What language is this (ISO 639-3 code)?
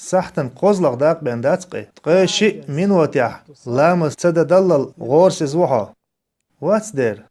che